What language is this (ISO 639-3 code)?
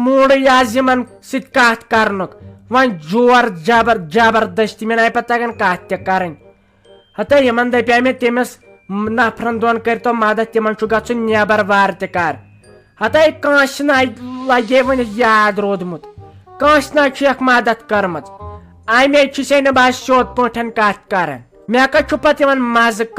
kas